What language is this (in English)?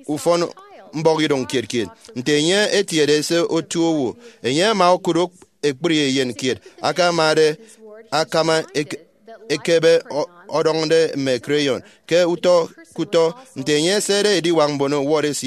Efik